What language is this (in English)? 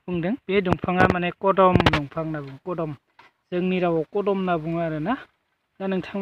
Bodo